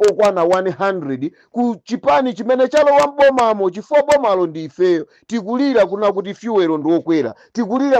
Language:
Nyanja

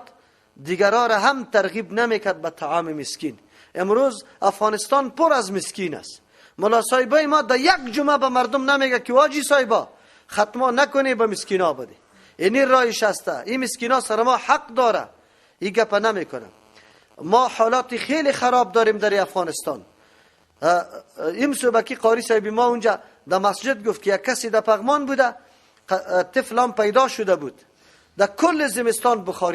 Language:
Persian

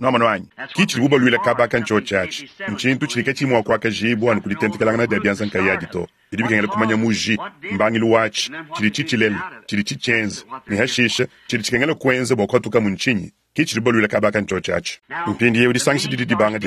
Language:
Luba-Lulua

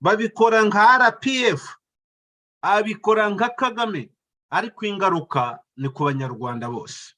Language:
Kinyarwanda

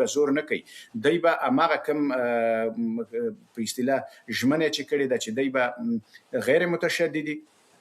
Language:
Pashto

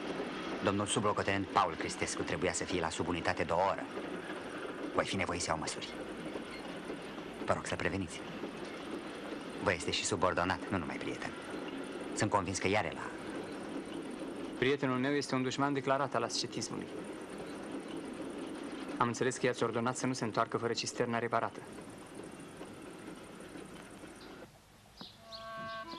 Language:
Romanian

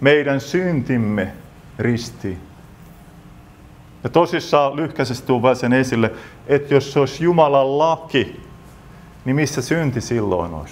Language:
Finnish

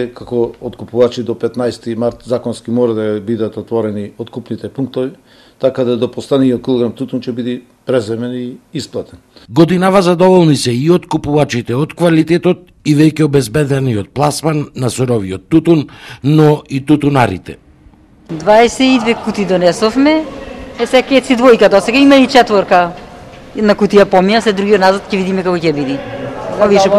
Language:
Macedonian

